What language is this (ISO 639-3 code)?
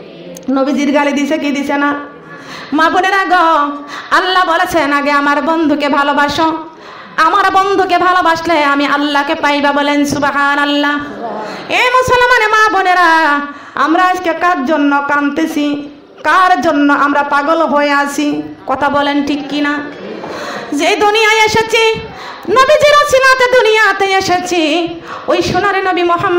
ben